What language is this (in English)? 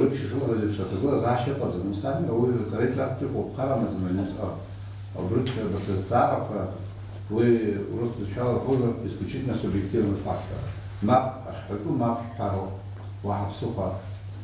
Abkhazian